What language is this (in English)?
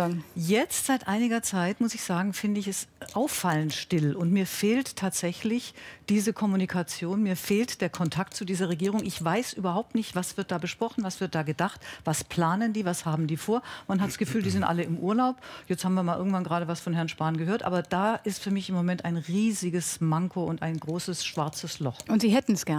German